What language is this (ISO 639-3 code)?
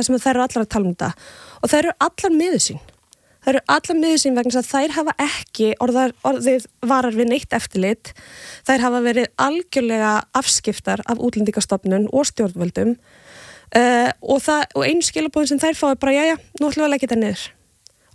isl